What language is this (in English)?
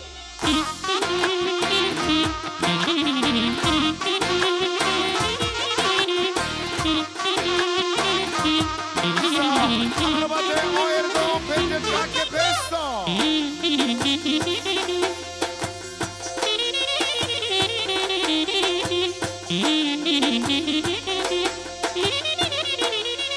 Romanian